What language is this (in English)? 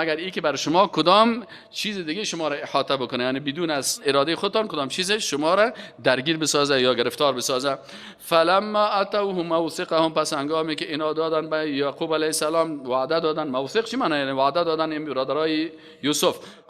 Persian